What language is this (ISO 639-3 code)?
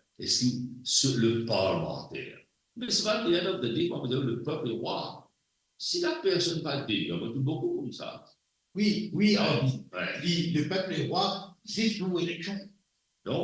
mfe